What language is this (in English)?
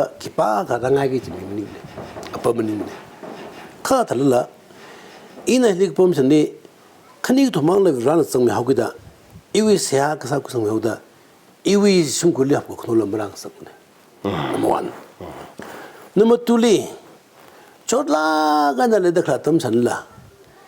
Tangkhul Naga (India)